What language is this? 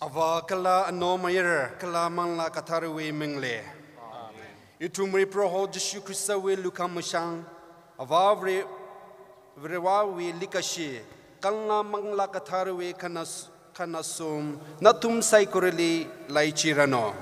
Tangkhul Naga (India)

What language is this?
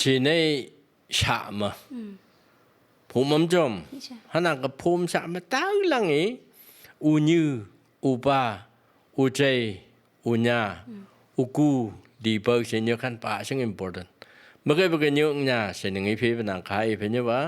Phom Naga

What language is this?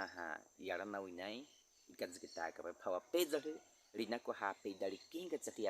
Baniwa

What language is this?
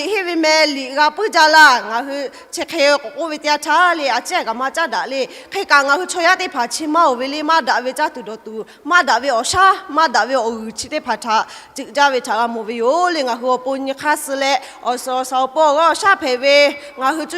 Lahu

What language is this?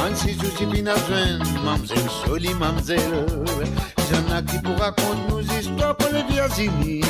Morisyen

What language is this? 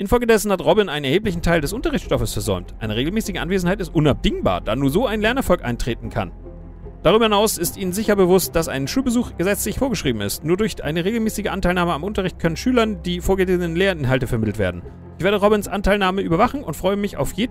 German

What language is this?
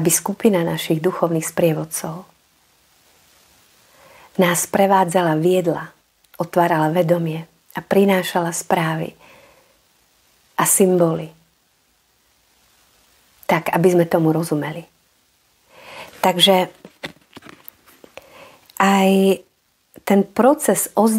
Slovak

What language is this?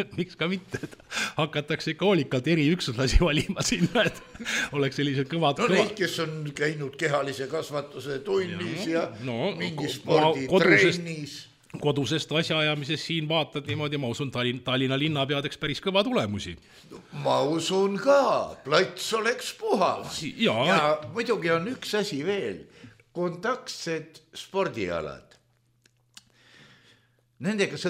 Estonian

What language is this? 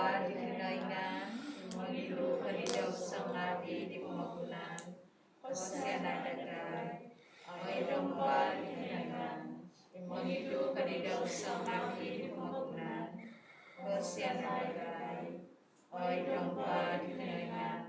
Central Dusun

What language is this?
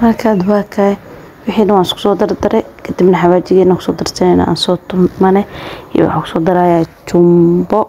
Somali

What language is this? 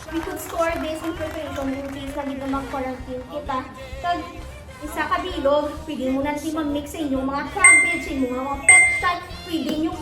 Hiligaynon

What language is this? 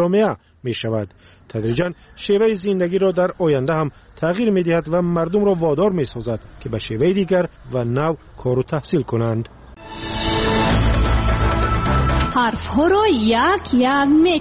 Persian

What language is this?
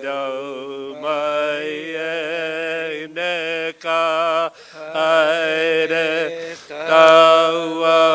Māori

